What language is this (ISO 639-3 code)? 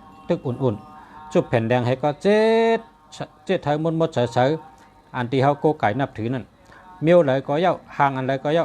shn